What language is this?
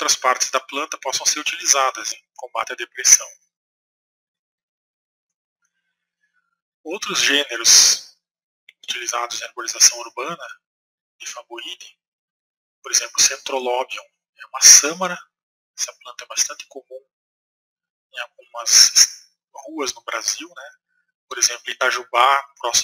Portuguese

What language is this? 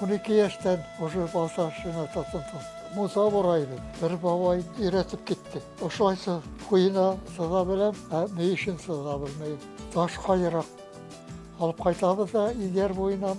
Bashkir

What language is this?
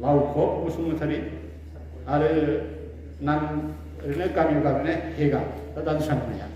Bodo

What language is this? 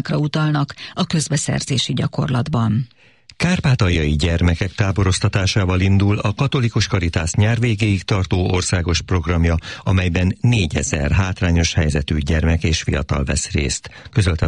Hungarian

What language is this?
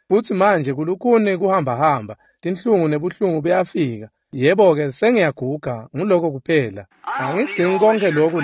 Swati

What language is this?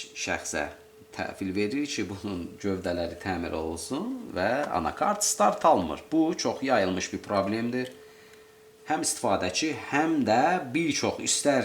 Azerbaijani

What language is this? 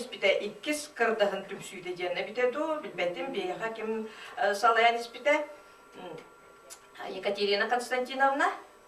Yakut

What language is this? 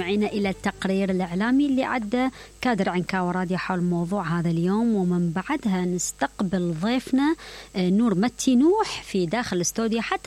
Mesopotamian Arabic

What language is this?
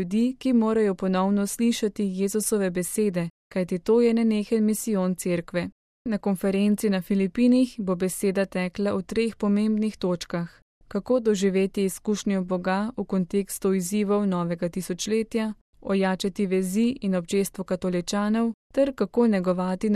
Slovenian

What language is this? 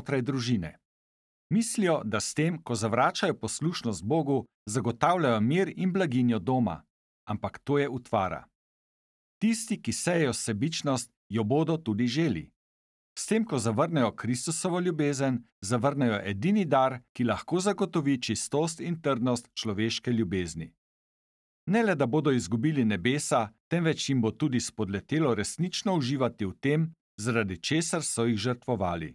Slovenian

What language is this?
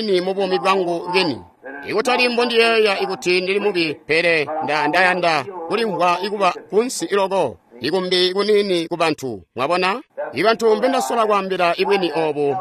Tonga (Zambia)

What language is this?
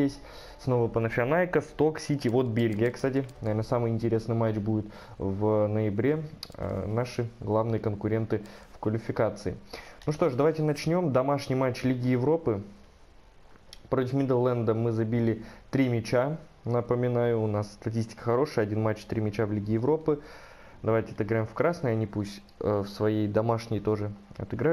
Russian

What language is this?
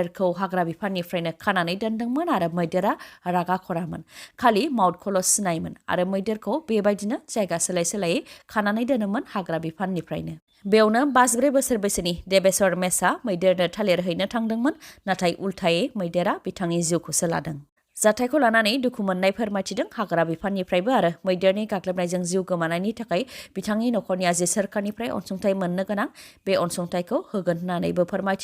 Bodo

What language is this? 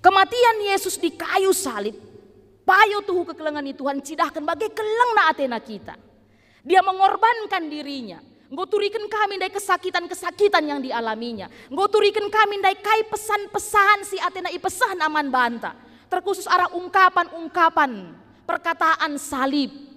Batak Karo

